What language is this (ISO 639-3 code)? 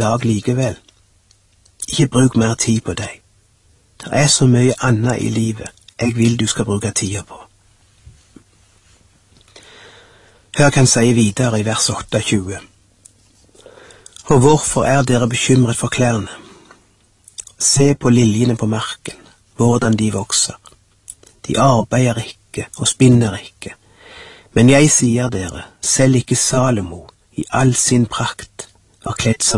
nor